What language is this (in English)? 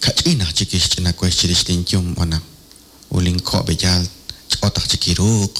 Kekchí